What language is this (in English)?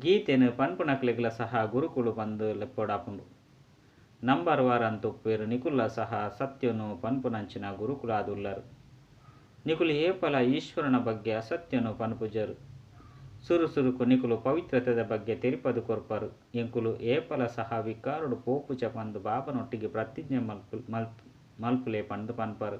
Tulu